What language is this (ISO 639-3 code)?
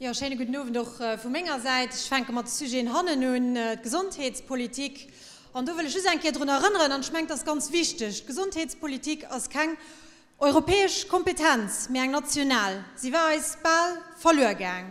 ltz